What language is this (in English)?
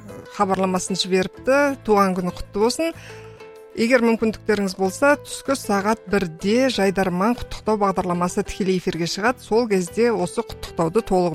Kazakh